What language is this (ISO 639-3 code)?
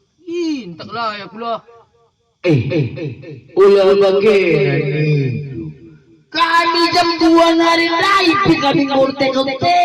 btx